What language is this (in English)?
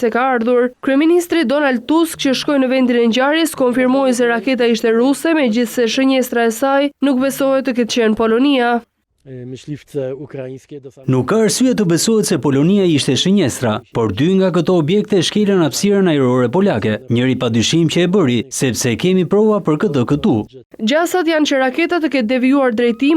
Albanian